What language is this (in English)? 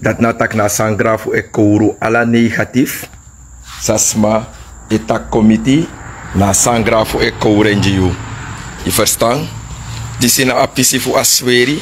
Sranan Tongo